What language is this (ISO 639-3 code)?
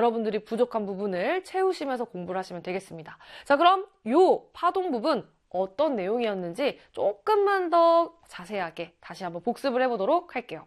kor